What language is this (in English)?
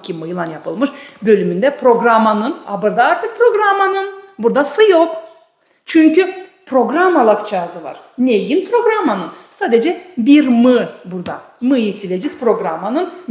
Gagauz